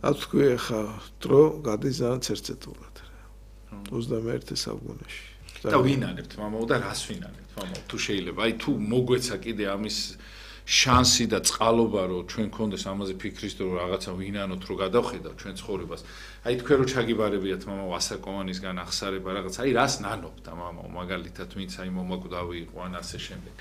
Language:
Georgian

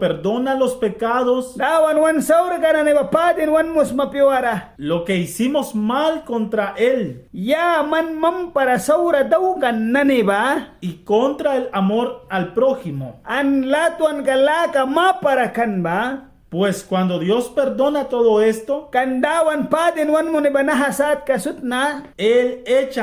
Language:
Mískito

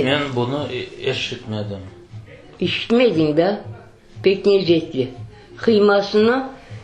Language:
Crimean Tatar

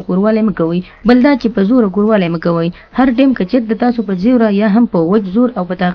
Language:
Pashto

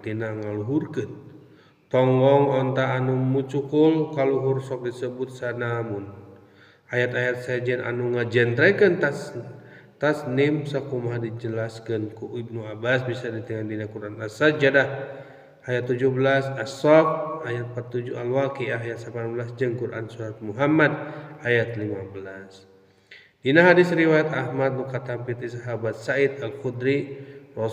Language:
Sundanese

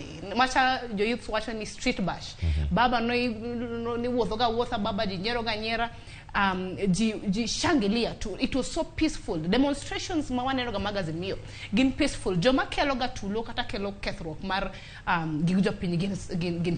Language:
Luo (Kenya and Tanzania)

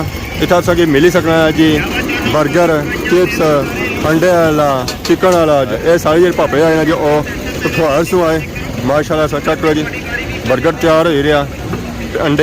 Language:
Pahari-Potwari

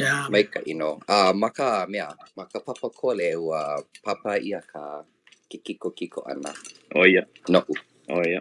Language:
Hawaiian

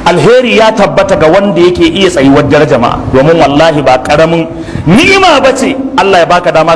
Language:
Hausa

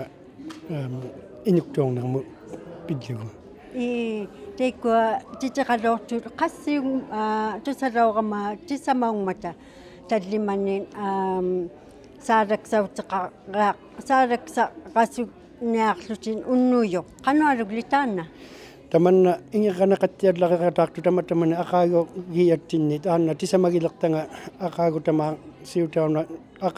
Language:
Inuktitut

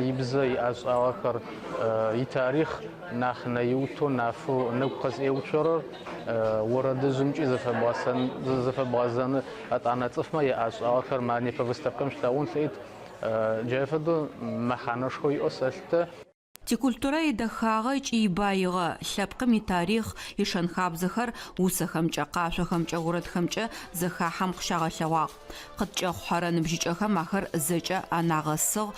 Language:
Adyghe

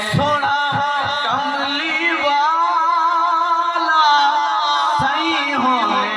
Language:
Saraiki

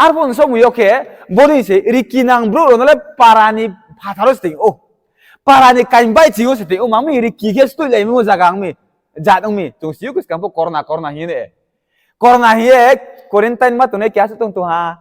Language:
Riang (India)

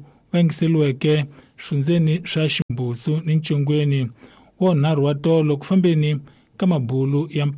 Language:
Tsonga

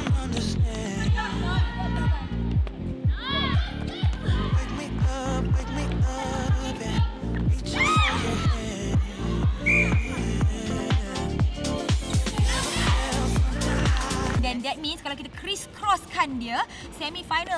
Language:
Malay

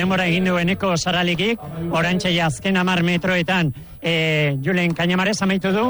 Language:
Basque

